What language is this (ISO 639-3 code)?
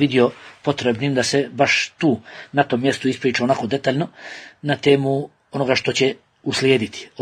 bos